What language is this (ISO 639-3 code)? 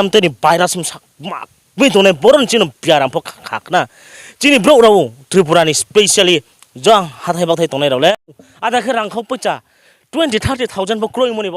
ria